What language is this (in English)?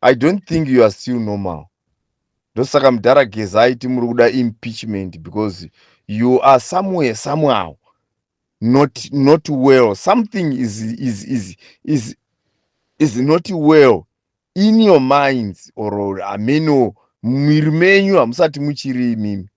Shona